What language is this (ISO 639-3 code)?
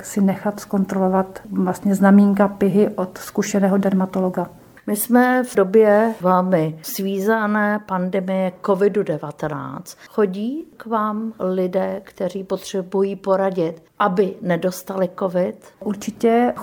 ces